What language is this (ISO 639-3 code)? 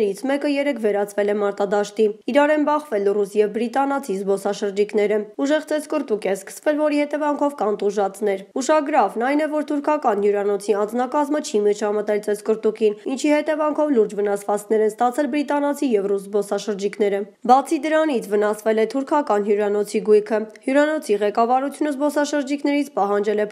hye